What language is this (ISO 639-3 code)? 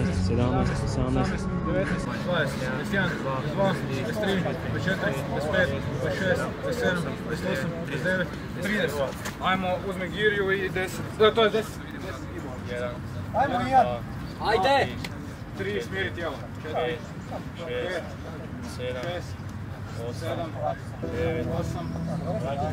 hrv